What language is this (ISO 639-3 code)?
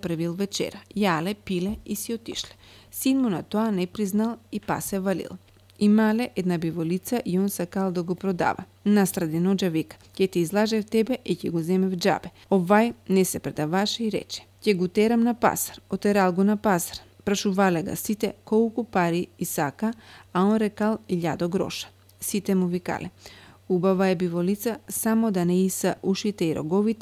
mkd